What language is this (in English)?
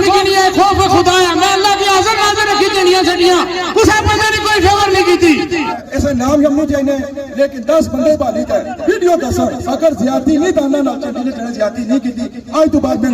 Pahari-Potwari